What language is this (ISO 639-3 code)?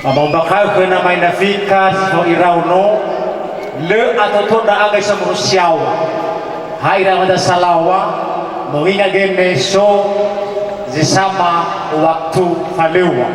nia